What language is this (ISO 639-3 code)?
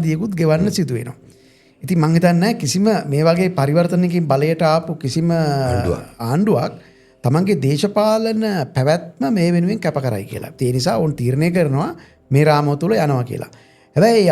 sin